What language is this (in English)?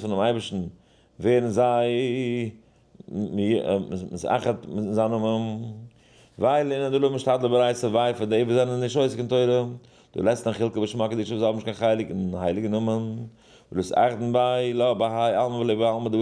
Yiddish